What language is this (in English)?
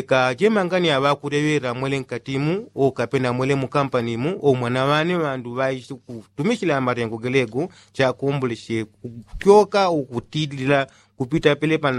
Yao